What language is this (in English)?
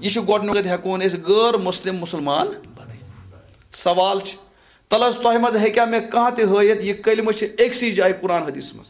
Kashmiri